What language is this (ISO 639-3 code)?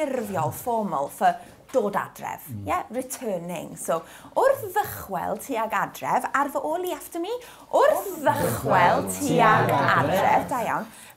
cym